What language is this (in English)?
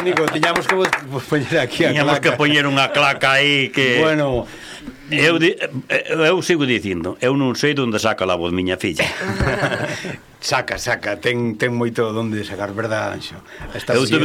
Galician